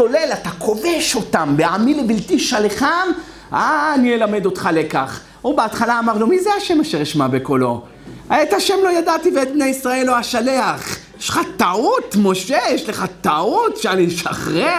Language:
Hebrew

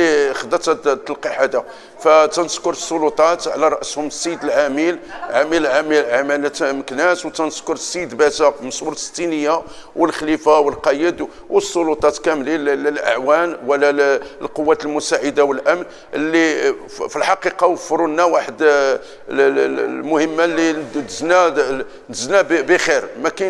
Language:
Moroccan Arabic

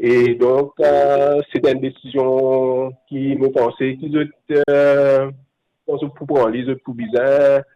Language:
Morisyen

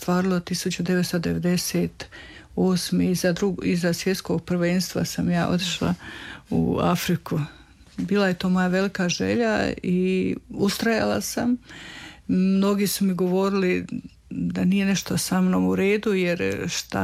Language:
Croatian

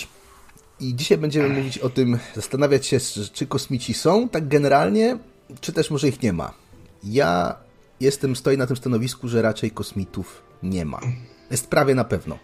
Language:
Polish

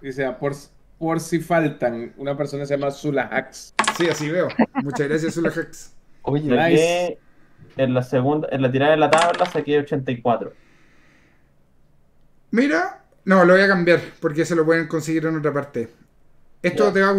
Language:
Spanish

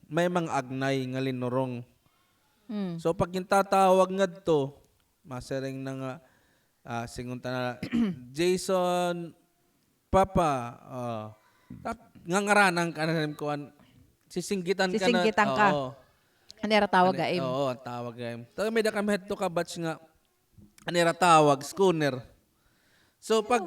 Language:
Waray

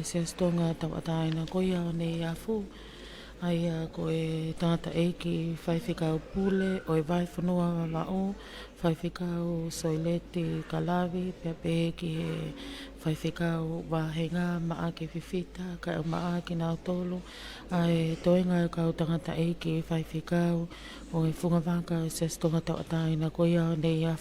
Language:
Tongan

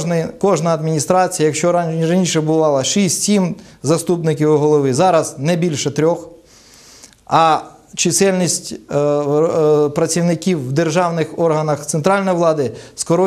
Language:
Ukrainian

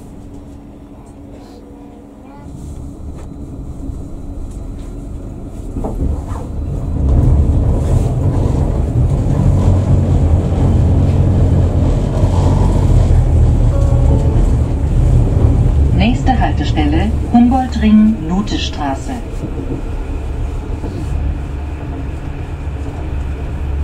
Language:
Hungarian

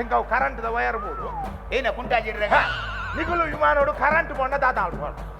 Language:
Tulu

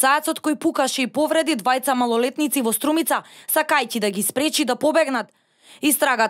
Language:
Macedonian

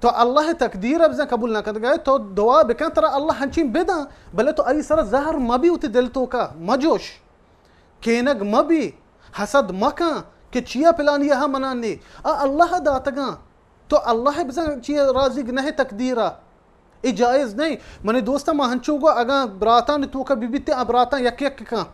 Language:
Baluchi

